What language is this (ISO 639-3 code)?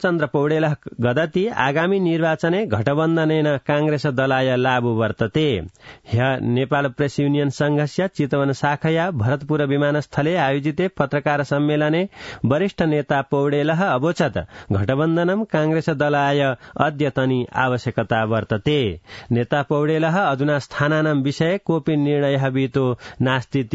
san